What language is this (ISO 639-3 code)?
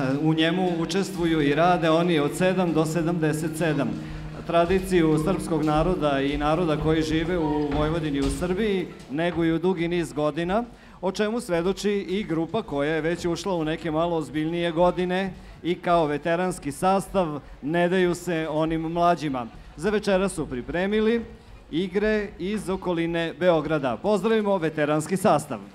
srp